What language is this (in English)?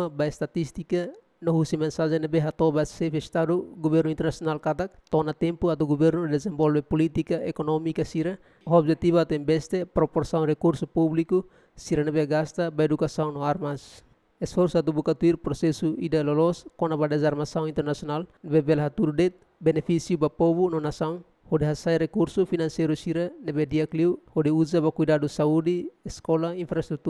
Tetum